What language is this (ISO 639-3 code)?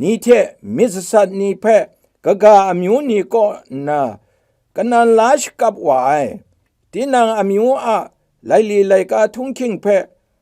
kac